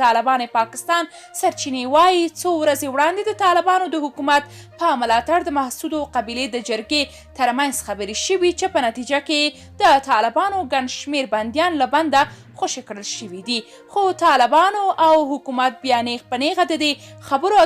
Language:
Pashto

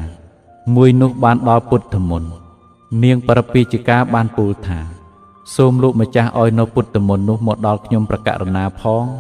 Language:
Khmer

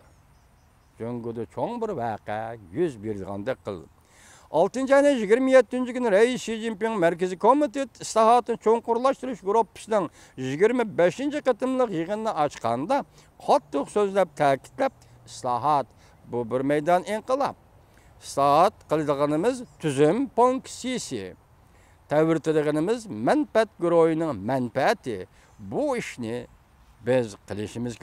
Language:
Uyghur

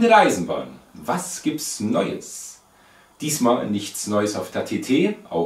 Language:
German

